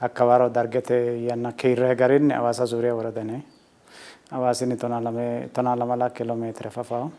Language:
Sidamo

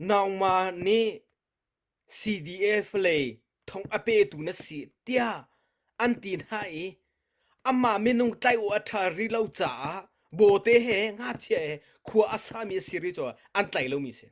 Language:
Hakha Chin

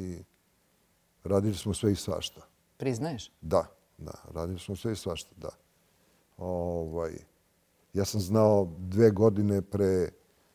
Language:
Serbian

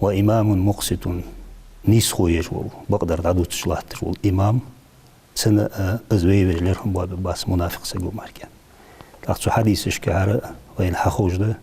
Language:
Ingush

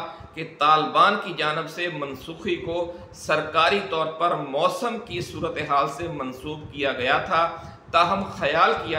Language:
Urdu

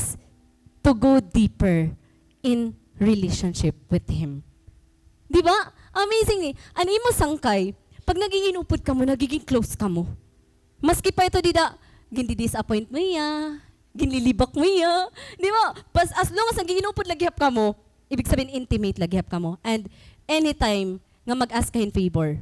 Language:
Waray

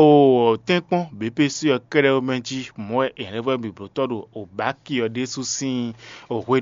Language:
Fon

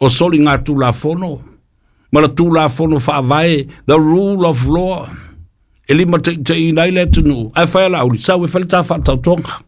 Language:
Samoan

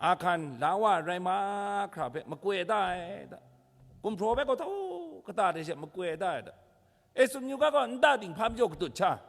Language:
Kachin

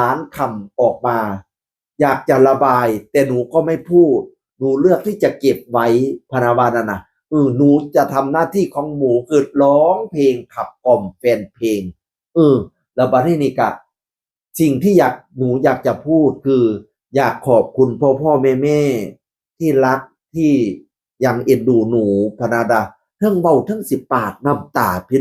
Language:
Northeastern Thai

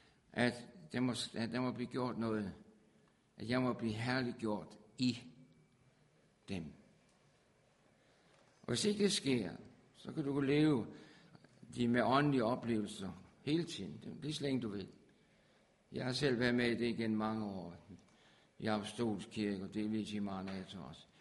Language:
Danish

